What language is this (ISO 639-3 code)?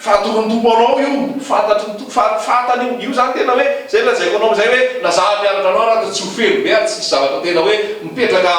mlg